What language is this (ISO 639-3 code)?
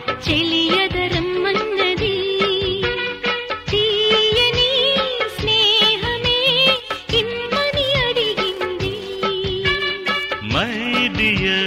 tel